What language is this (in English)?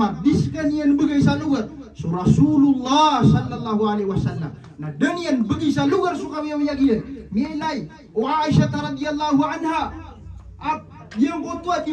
Maranao